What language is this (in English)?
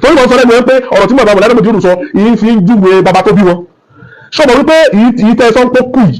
Yoruba